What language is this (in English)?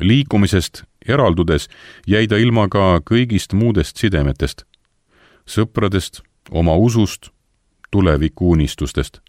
Estonian